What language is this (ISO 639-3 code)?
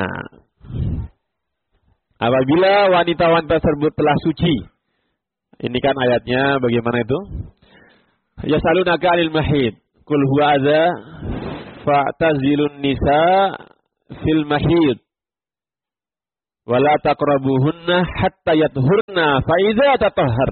ind